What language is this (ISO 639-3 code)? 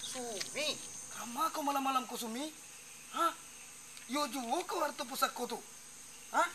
min